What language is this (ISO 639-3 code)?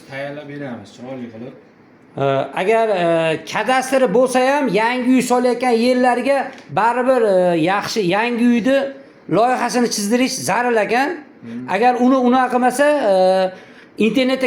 uzb